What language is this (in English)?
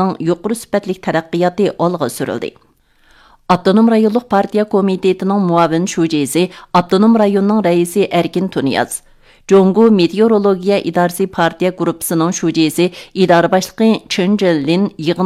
Uyghur